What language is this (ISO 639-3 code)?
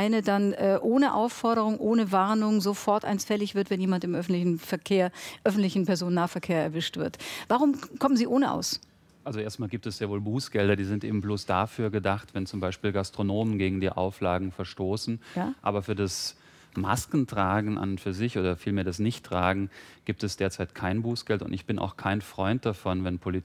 deu